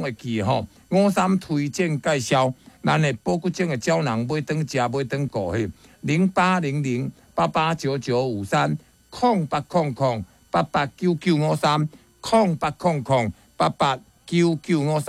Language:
Min Nan Chinese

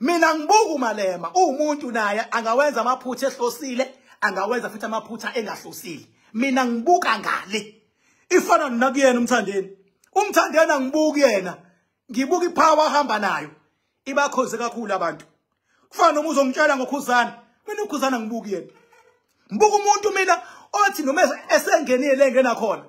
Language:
Zulu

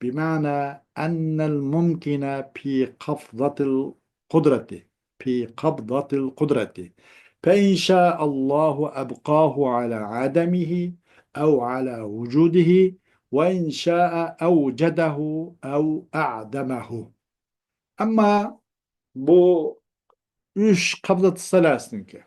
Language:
Uyghur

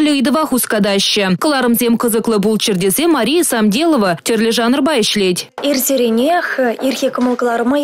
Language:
Chuvash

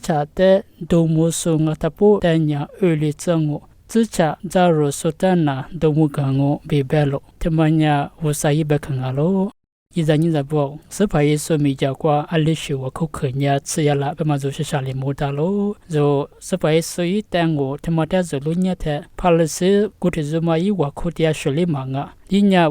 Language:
Lisu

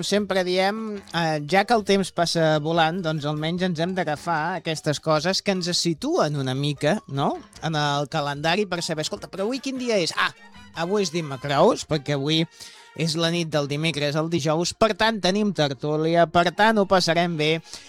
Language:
Catalan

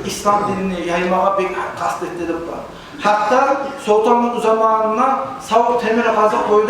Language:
Kumyk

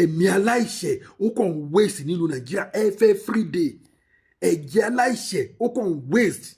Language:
Yoruba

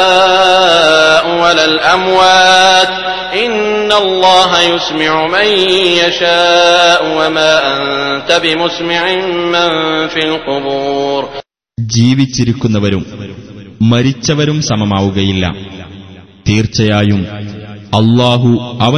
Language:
Malayalam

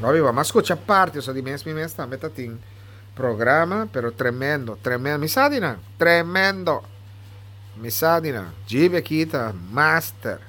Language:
Papiamento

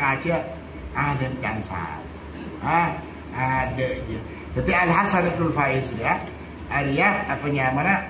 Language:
Malay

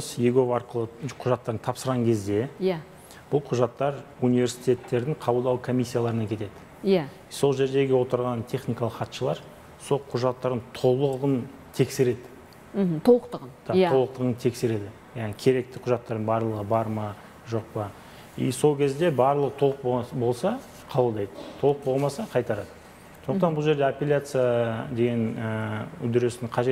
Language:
Kazakh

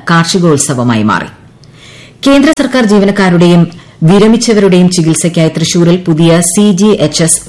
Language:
Malayalam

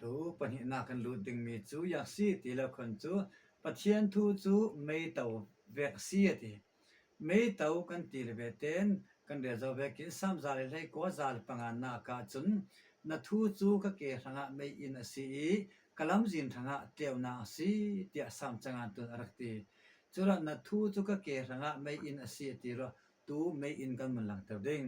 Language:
Falam Chin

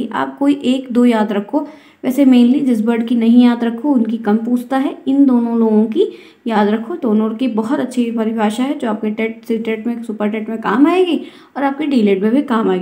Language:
Hindi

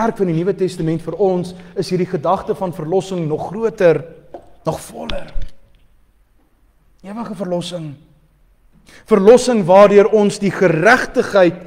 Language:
Afrikaans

